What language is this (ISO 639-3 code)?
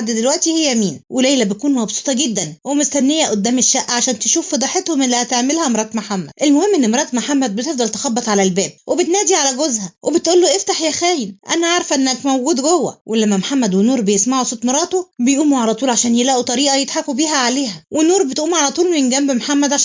arz